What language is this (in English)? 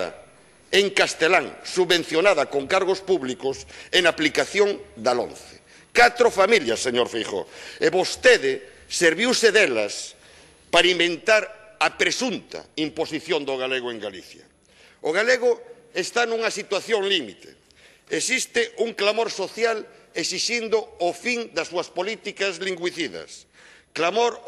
Galician